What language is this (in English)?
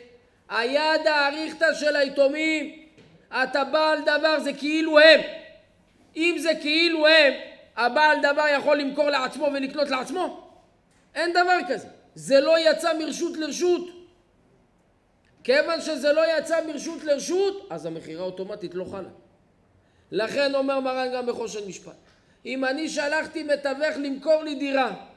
Hebrew